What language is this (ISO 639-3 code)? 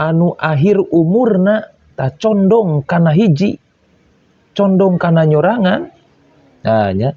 sun